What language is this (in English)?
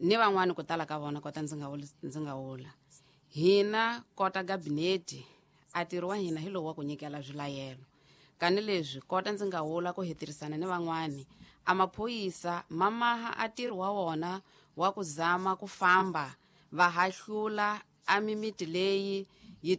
Tsonga